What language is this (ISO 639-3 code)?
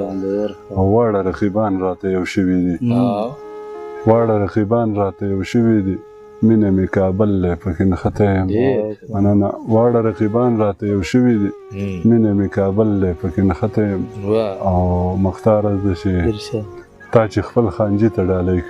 pus